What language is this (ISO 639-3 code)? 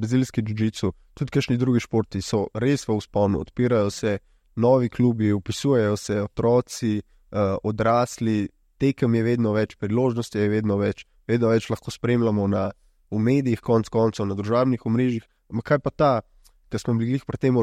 slv